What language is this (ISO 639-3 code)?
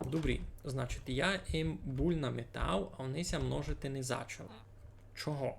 rue